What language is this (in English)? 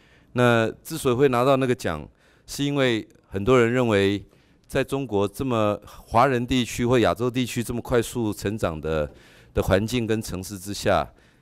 Chinese